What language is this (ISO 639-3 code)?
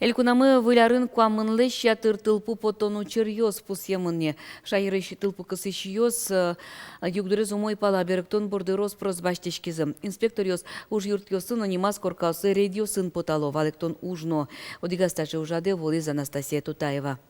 udm